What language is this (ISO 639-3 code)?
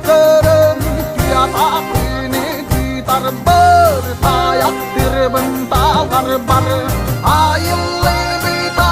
sah